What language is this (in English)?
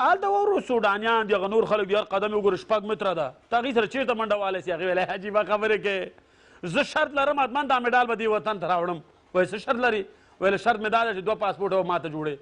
Pashto